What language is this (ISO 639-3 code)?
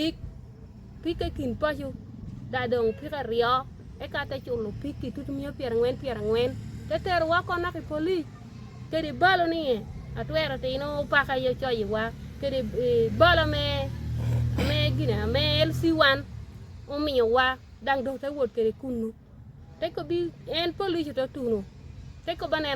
ach